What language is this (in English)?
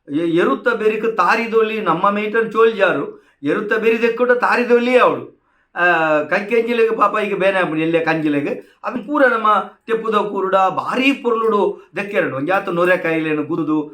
Tulu